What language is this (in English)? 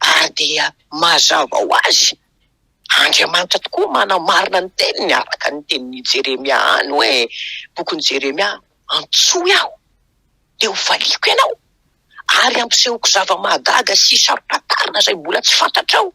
Malagasy